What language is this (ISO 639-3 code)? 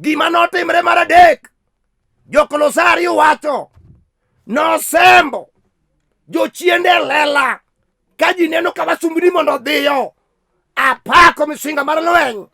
luo